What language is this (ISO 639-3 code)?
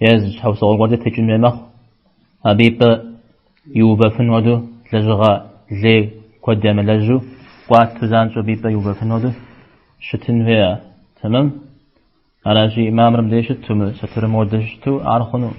kbd